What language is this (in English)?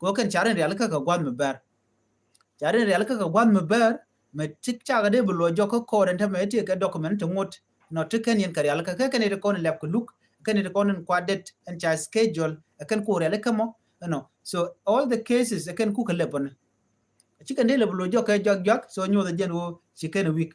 Nuer